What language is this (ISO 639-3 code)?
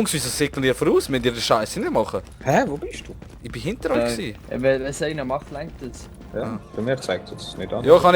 gsw